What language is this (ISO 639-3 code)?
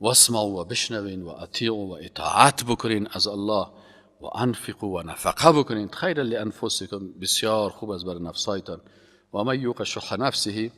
fas